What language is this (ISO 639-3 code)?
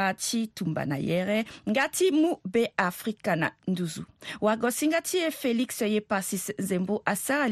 sag